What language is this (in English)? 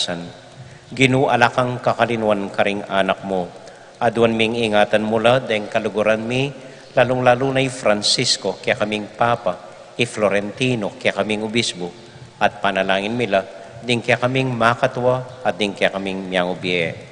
Pampanga